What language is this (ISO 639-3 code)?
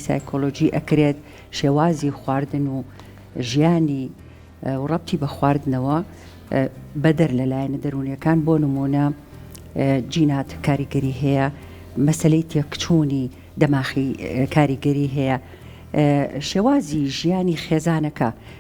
ckb